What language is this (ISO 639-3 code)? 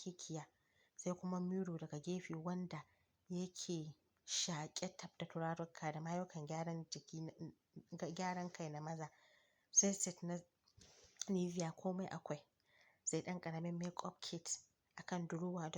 hau